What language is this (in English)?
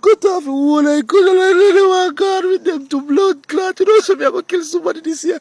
Jamaican Creole English